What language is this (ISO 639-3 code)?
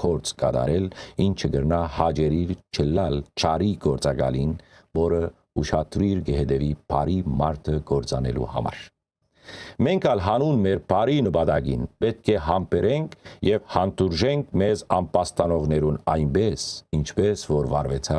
hyw